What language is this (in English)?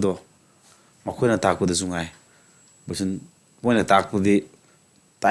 Manipuri